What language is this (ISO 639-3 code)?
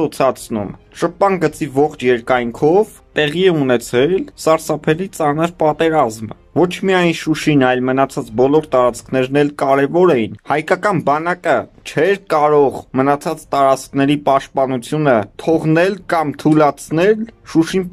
hye